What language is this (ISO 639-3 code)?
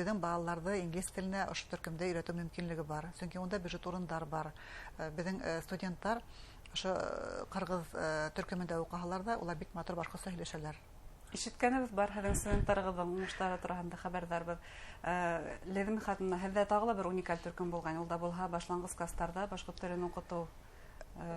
bak